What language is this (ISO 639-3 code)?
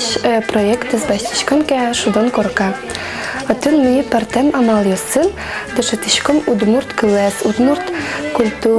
udm